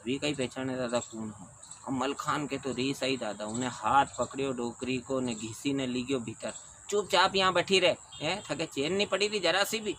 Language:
Rajasthani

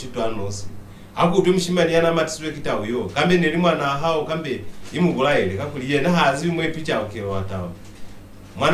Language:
Lozi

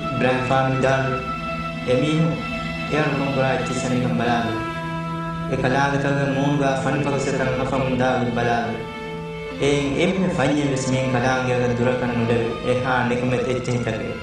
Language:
Divehi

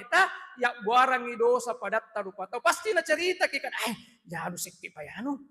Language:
Buginese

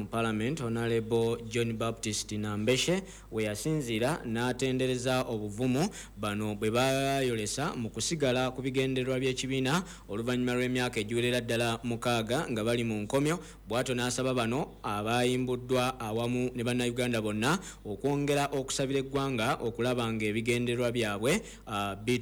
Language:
Ganda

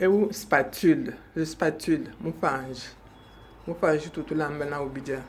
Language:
Luba-Lulua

